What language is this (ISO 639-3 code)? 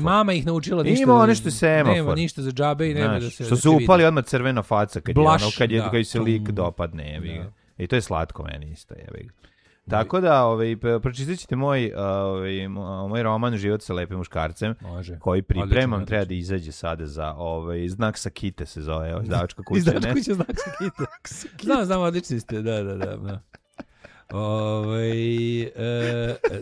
srp